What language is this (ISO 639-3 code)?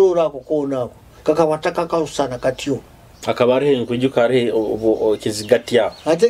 nyo